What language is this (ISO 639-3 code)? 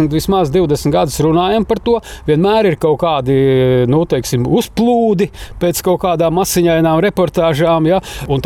lav